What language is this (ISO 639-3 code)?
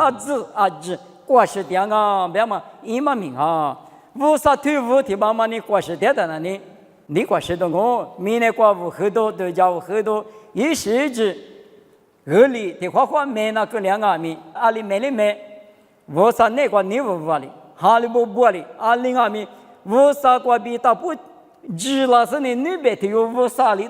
lis